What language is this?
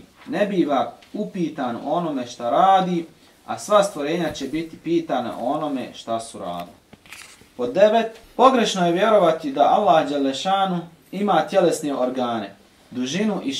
Bosnian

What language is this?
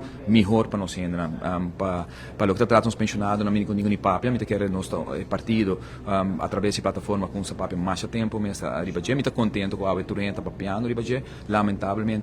Papiamento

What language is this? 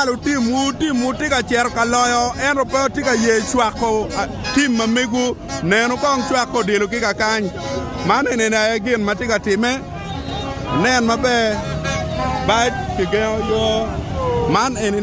Acoli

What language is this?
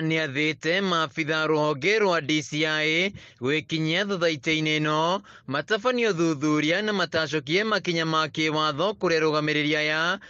Kikuyu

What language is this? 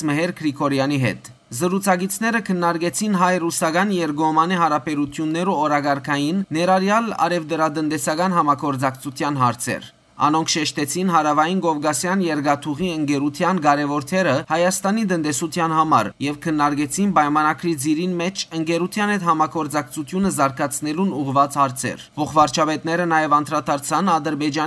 Western Armenian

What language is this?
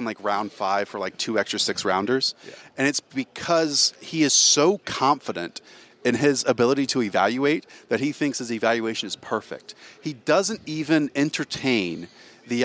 English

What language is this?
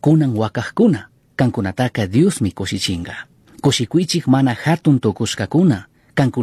Chimborazo Highland Quichua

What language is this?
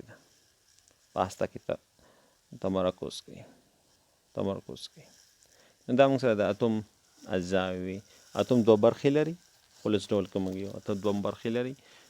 Pashto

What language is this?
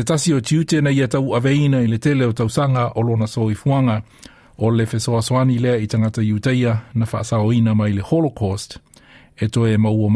Samoan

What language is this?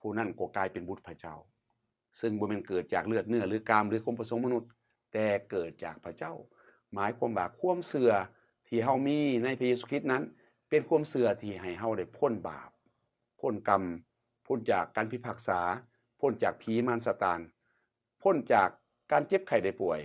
Lao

